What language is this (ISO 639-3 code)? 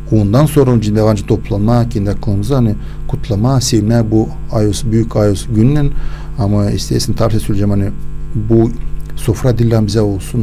gag